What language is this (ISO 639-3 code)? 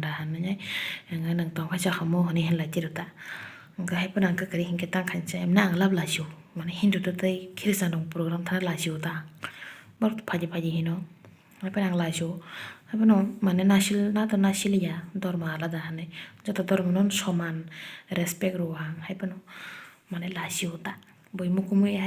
trp